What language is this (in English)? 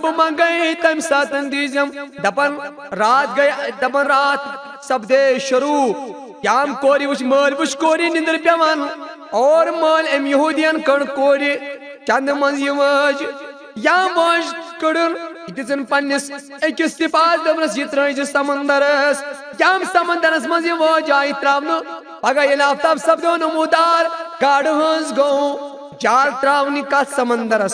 Kashmiri